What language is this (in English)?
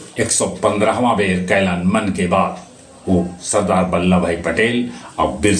Magahi